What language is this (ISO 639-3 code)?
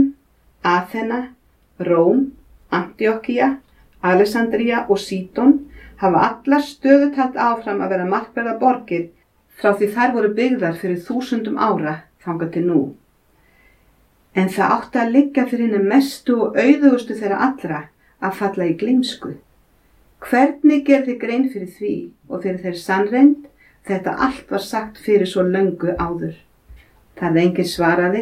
isl